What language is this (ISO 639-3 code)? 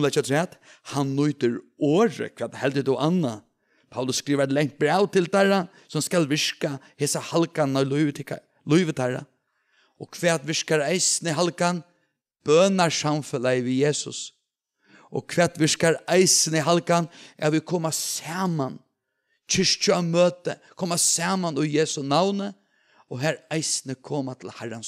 fao